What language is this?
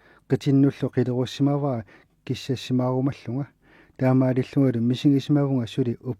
Kalaallisut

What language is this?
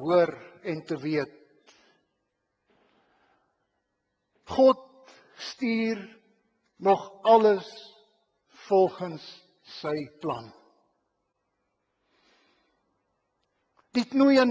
Afrikaans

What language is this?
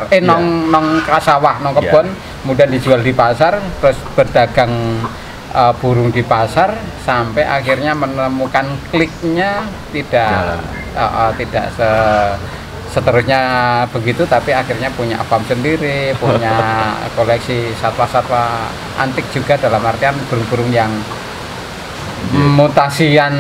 Indonesian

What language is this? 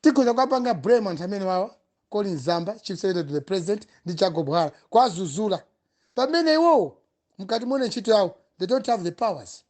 Nyanja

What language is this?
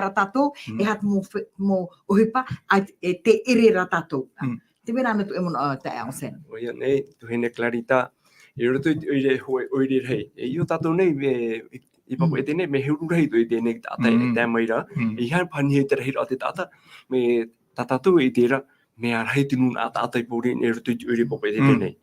Tahitian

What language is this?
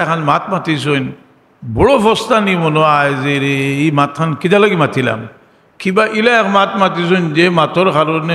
Sylheti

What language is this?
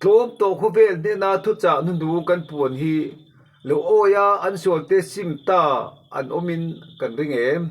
Mizo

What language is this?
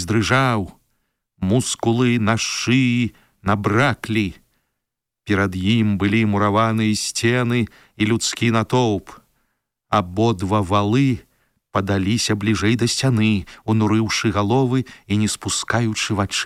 Belarusian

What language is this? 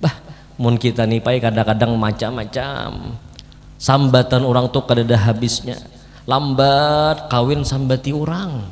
Banjar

